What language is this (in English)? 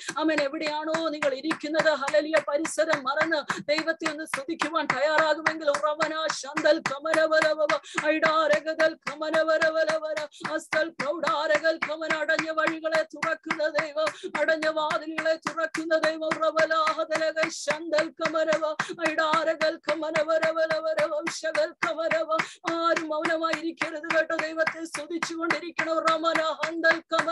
Malayalam